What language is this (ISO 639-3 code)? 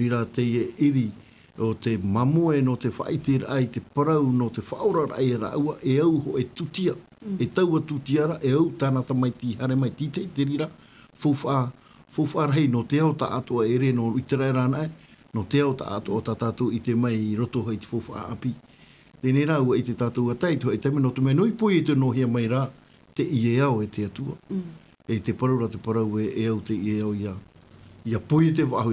tah